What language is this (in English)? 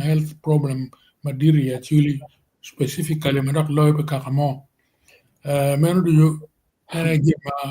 Acoli